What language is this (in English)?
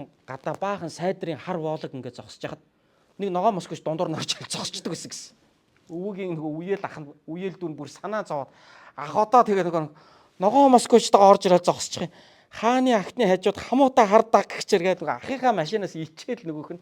Mongolian